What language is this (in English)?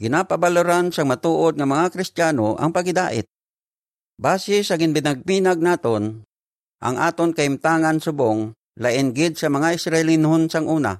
Hiligaynon